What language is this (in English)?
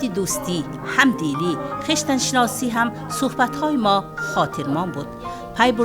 Tajik